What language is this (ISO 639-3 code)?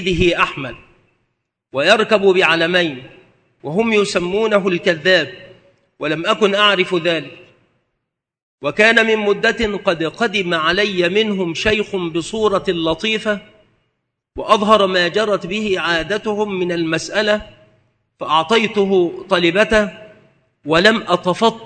ara